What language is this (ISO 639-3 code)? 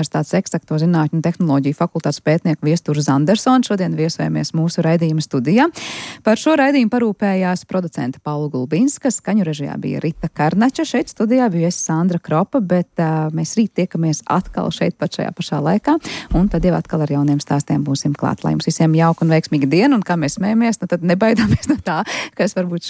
lav